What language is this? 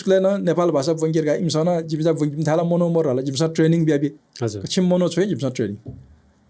Newari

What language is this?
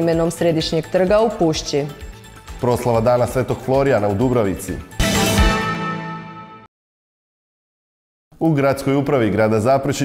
Croatian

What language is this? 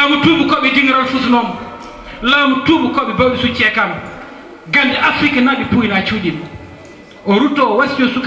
Fula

